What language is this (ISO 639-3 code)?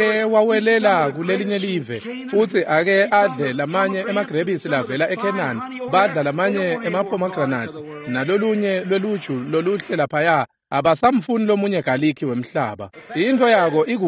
ssw